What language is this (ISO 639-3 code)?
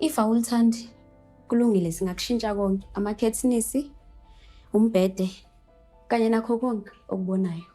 zul